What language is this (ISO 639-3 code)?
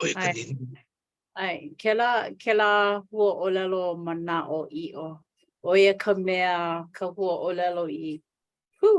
haw